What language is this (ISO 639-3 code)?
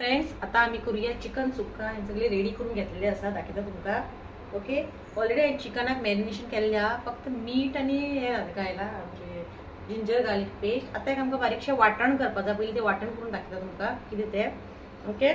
kok